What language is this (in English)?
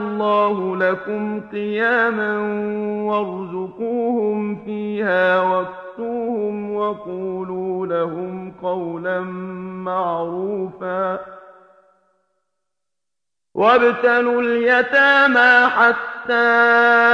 Arabic